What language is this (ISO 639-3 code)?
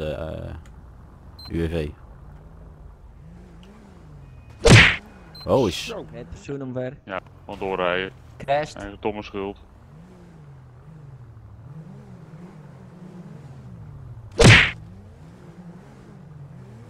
nld